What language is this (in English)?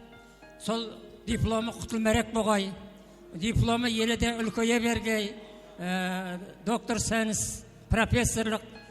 Kara-Kalpak